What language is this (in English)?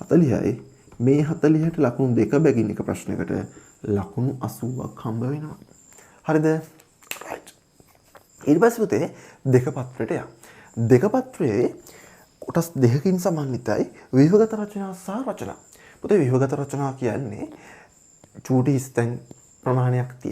Sinhala